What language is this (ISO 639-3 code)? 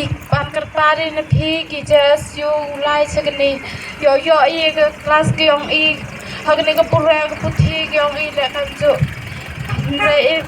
kha